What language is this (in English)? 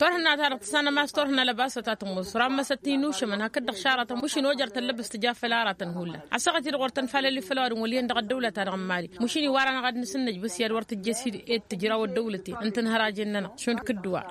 Tamasheq